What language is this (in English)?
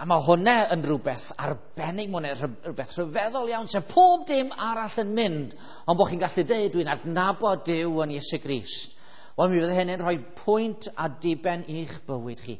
Welsh